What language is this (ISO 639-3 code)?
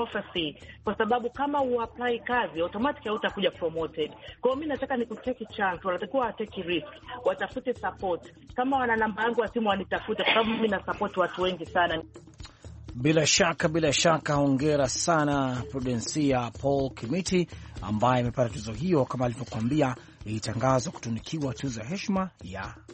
swa